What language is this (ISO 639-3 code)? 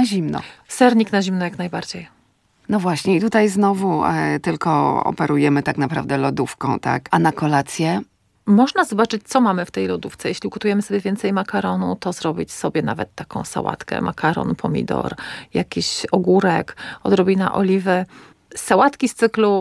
pol